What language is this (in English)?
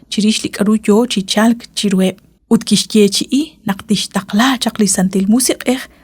Kekchí